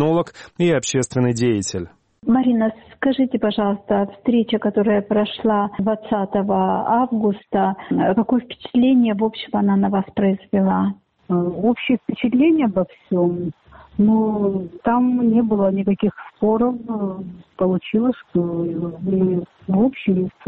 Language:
Russian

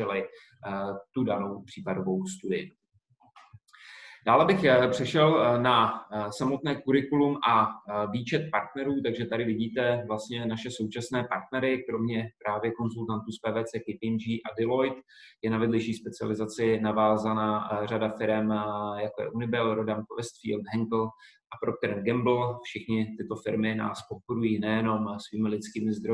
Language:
Czech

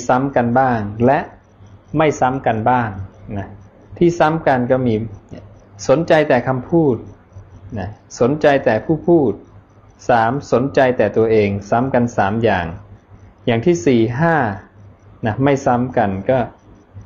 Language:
Thai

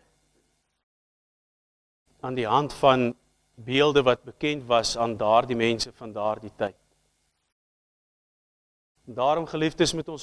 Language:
Afrikaans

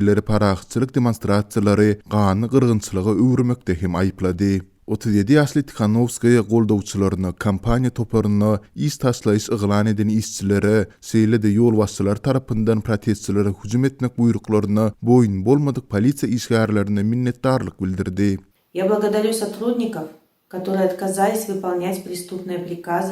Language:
Turkmen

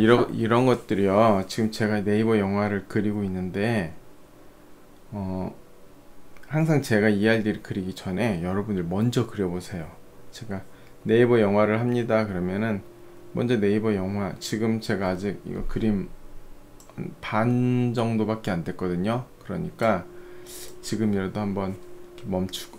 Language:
Korean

